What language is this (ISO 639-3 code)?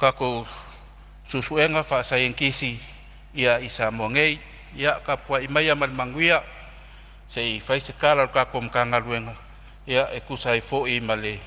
smo